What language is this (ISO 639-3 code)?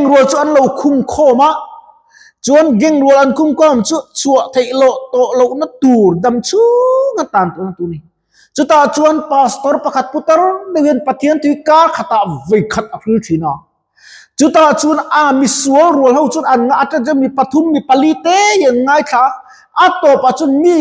lus